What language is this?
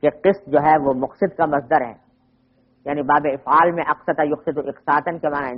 Urdu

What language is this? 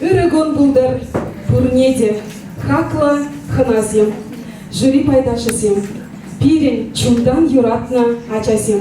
Chuvash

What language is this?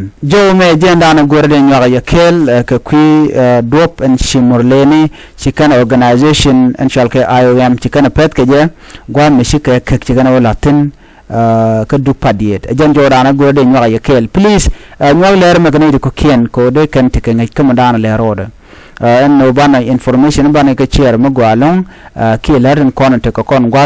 Nuer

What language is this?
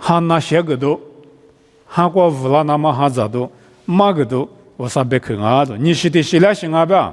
Lisu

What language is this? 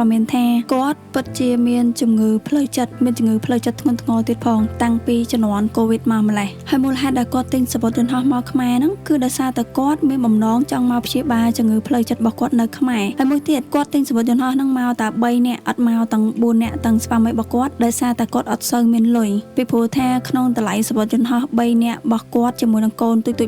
Khmer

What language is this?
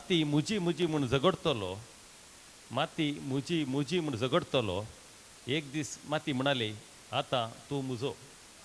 Konkani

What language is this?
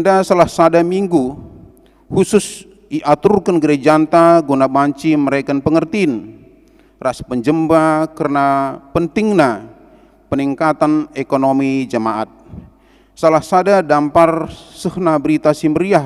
Batak Karo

